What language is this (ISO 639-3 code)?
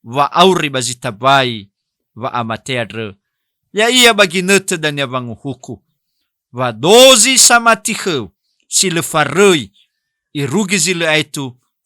nia